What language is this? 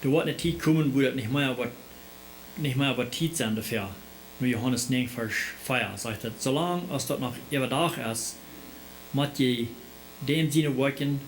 Plautdietsch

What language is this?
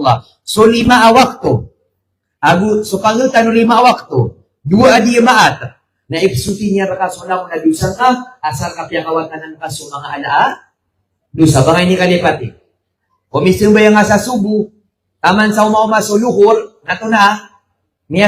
Maranao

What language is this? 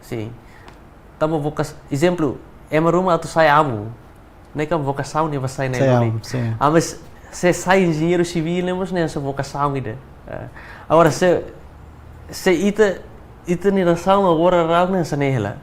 Tetum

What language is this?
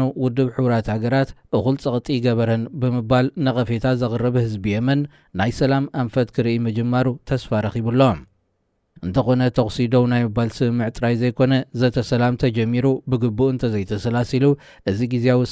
Tigrinya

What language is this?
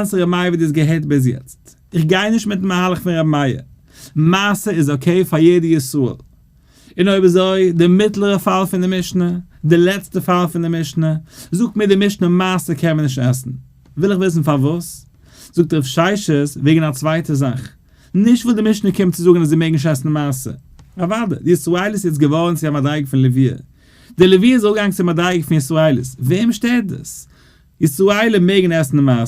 Yiddish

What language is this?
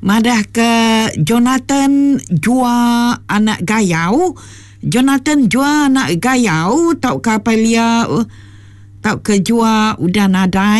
Iban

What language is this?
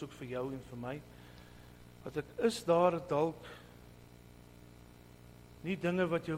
Afrikaans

